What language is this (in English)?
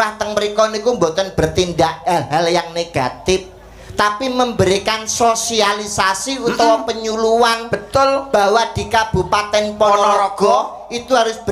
Javanese